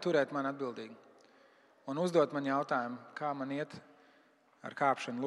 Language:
Latvian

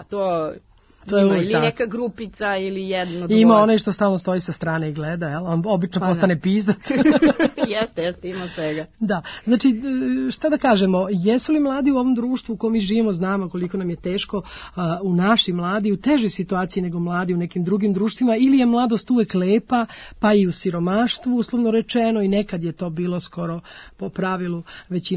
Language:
Serbian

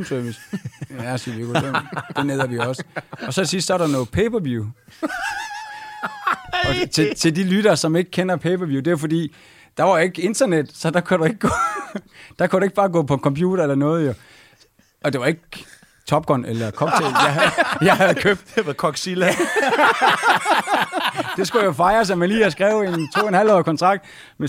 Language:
Danish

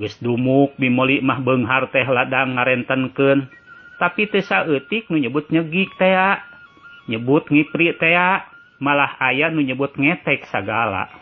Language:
Sundanese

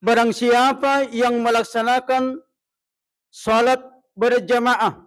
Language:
Buginese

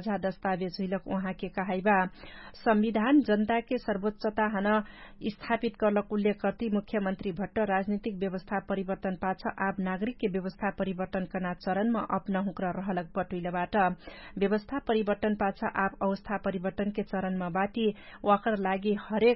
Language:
Dangaura Tharu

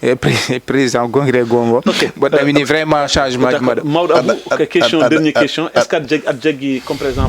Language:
Fula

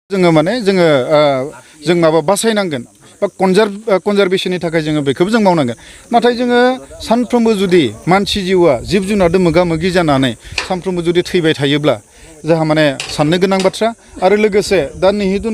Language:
Bodo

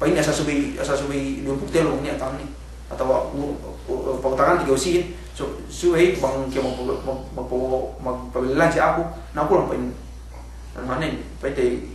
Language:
Yakan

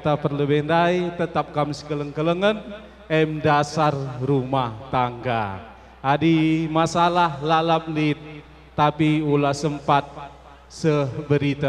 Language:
Batak Karo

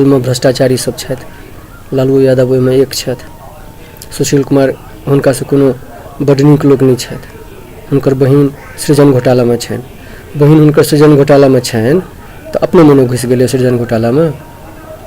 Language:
Maithili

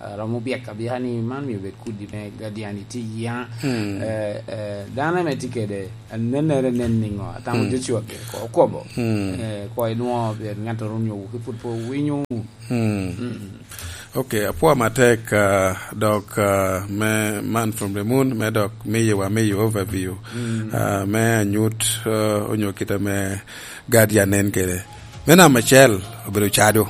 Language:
Lango (Uganda)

